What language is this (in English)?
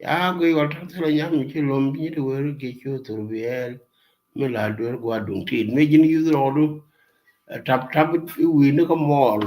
Nuer